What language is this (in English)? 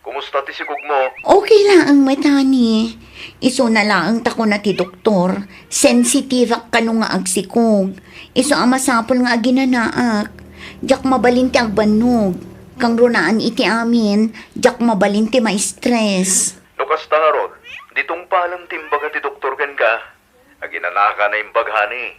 Iloko